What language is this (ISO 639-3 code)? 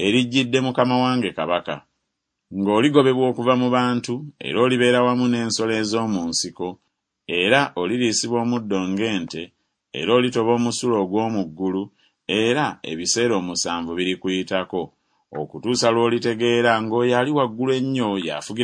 lug